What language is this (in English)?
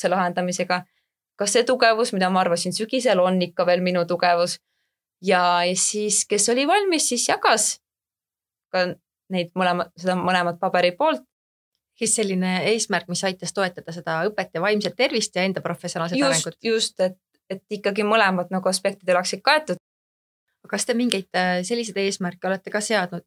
Estonian